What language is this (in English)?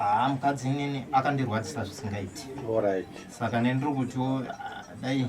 Shona